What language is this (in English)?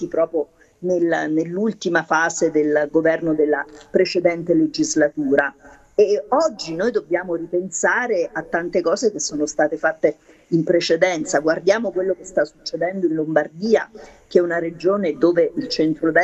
Italian